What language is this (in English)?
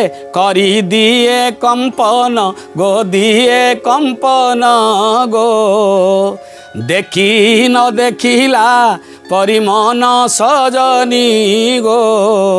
Odia